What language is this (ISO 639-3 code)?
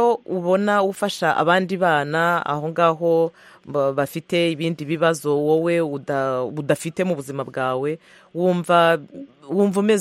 kin